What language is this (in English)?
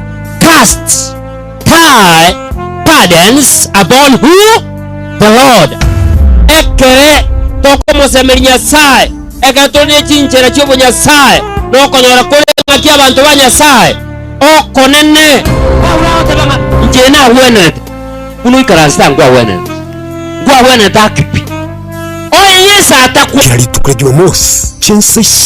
Gusii